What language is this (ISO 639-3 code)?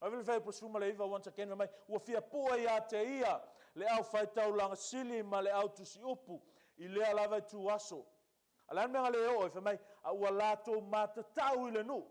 smo